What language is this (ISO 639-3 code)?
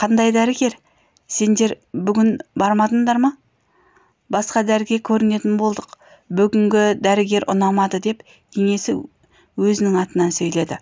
kaz